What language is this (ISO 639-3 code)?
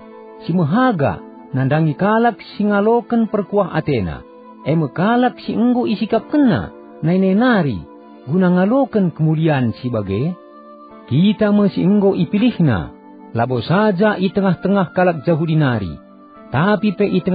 btx